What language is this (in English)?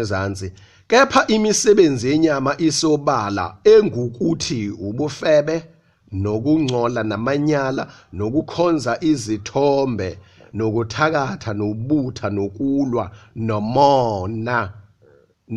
Zulu